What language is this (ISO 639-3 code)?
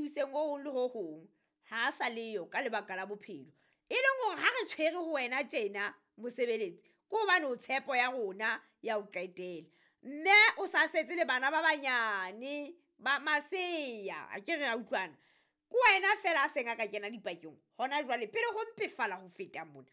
sot